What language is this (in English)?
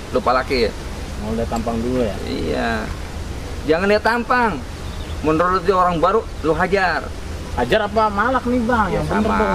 Betawi